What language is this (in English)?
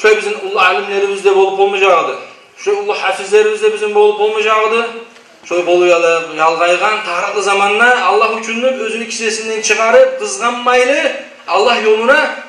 Kumyk